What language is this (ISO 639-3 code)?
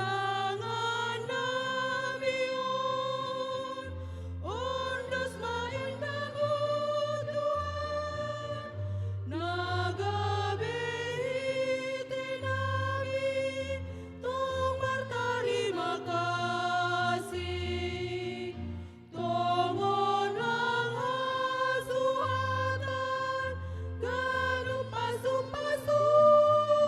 bts